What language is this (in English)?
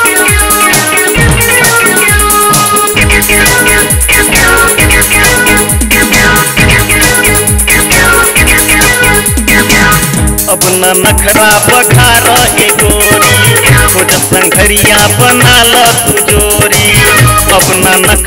Bhojpuri